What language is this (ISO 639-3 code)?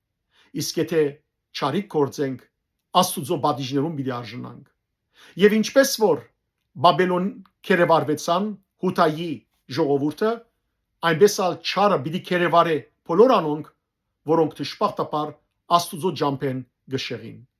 hyw